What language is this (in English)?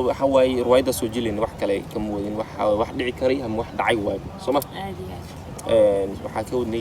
Somali